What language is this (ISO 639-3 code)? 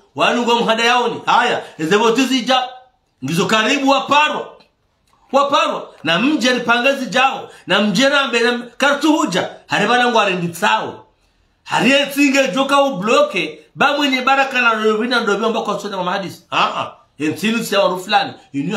zdj